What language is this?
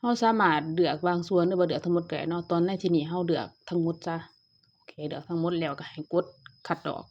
Lao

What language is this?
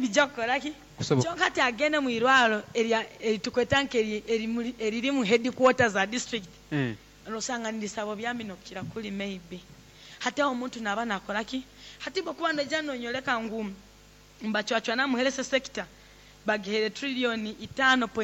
Nyoro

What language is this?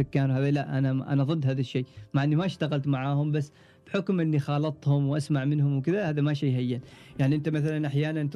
Gulf Arabic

